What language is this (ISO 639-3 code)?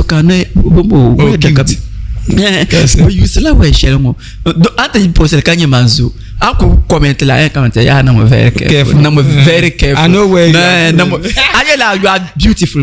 dag